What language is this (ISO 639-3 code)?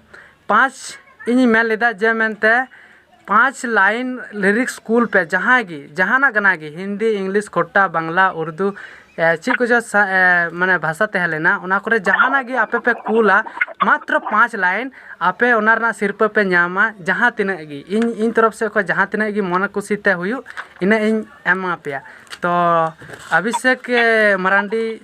sat